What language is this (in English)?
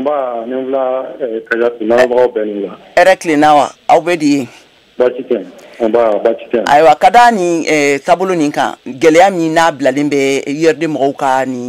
Bambara